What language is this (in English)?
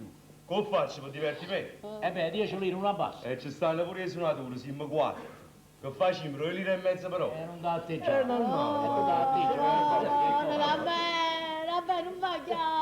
Neapolitan